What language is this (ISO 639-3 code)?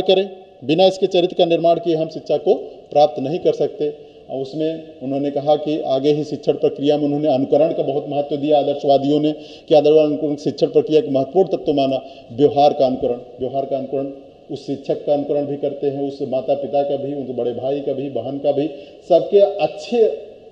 hin